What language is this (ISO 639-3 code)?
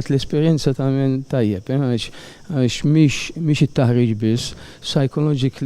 mlt